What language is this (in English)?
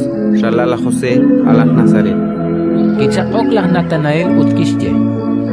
Kekchí